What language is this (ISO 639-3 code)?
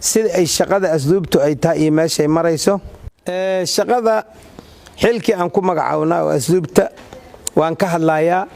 som